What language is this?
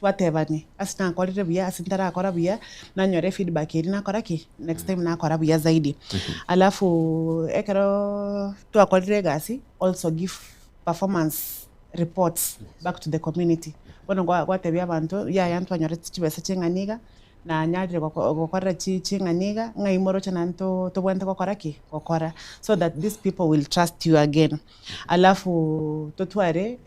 Gusii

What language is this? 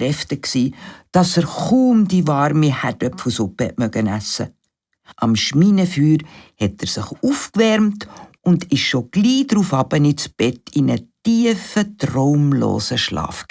Swiss German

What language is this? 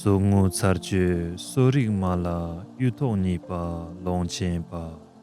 Tibetan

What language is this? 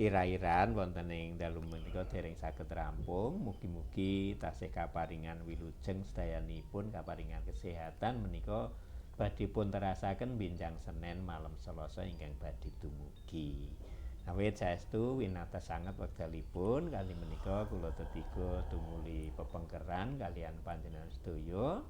Javanese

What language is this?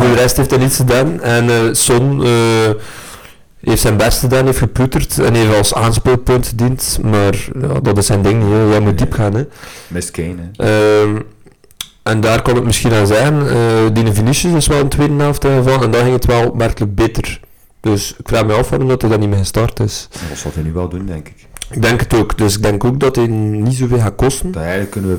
Dutch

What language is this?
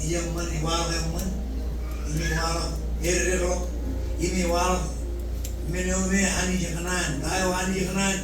Marshallese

